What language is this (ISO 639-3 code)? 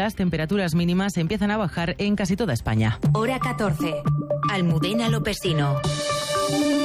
spa